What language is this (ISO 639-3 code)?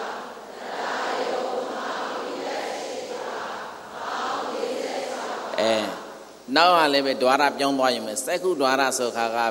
mya